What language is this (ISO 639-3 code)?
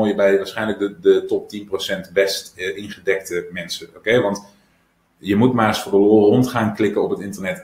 nld